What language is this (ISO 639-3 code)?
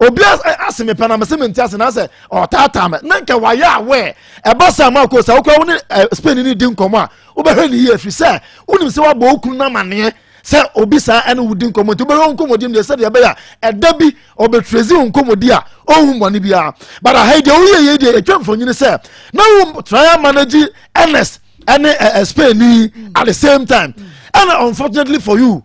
aka